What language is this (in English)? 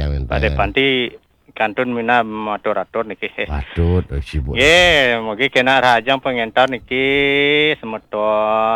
Balinese